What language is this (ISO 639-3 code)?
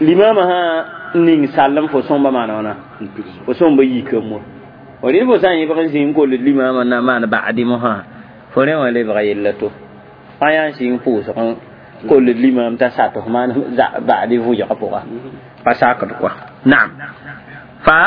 mos